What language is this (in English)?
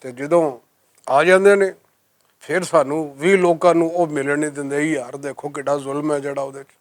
Western Panjabi